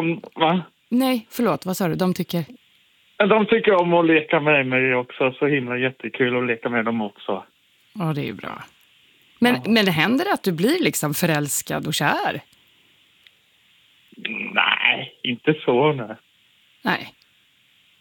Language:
Swedish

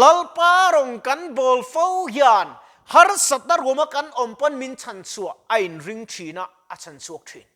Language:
Mizo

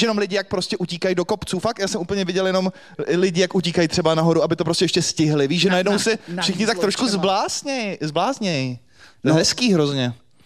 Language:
Czech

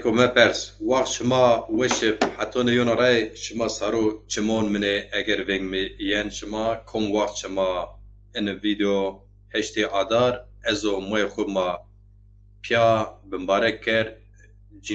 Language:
Zaza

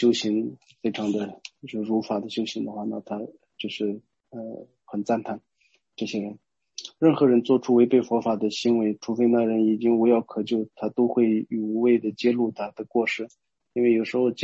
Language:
Chinese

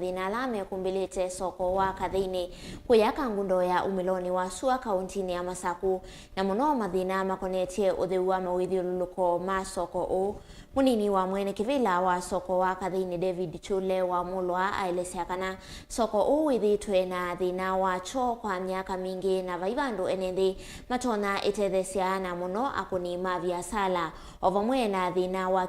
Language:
Kamba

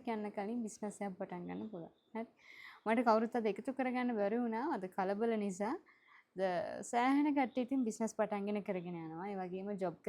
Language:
Sinhala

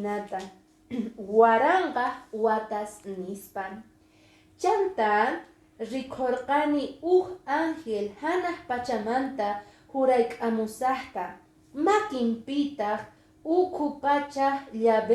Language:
Quechua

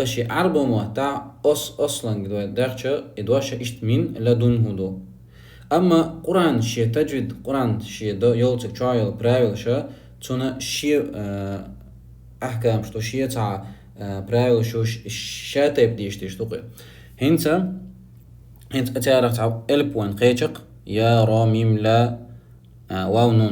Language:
Chechen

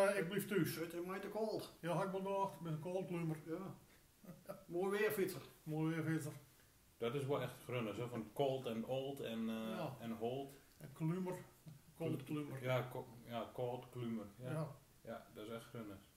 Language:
Gronings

